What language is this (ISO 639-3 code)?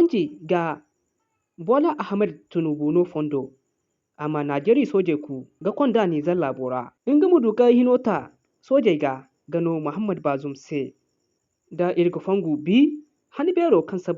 dje